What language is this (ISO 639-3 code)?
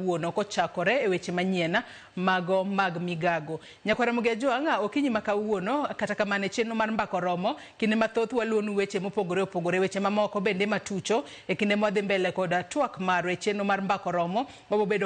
luo